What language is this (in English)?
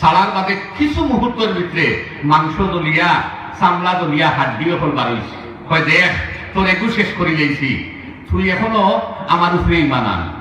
Sylheti